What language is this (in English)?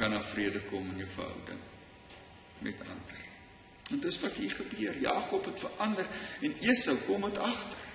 Afrikaans